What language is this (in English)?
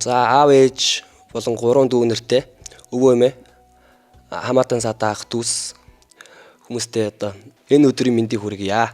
Mongolian